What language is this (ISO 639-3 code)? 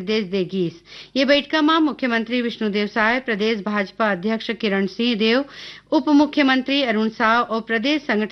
hne